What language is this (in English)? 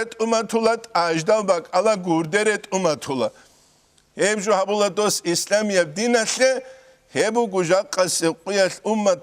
Avaric